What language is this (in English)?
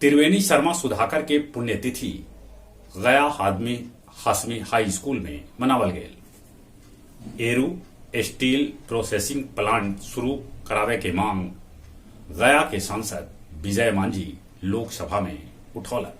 Magahi